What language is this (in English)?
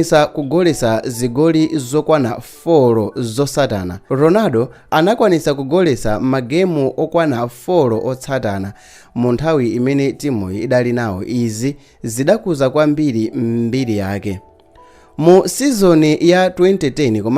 Nyanja